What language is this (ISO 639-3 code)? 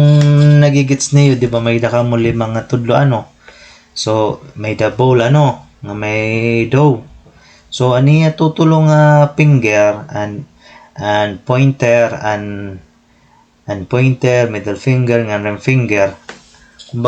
war